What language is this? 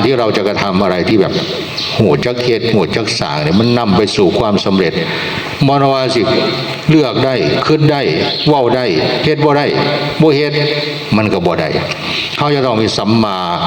Northeastern Thai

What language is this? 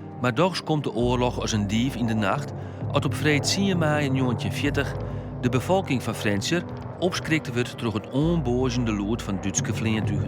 Western Frisian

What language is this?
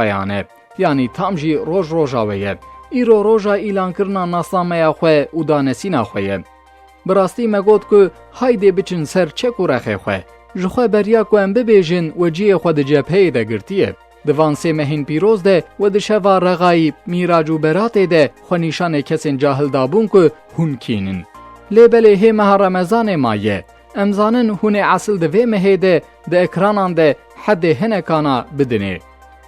Kurdish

